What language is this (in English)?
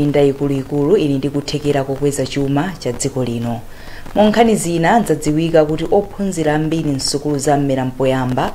Nyanja